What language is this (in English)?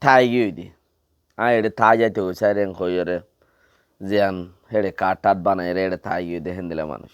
Rohingya